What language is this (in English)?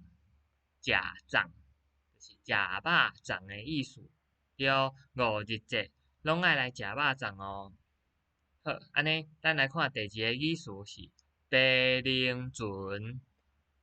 Min Nan Chinese